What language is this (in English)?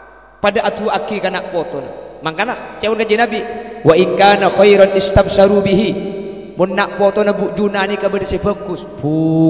Madurese